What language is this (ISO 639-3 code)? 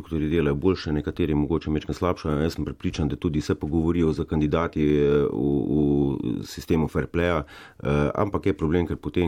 slv